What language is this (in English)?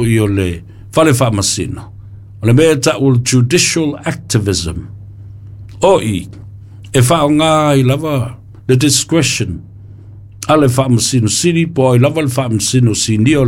Samoan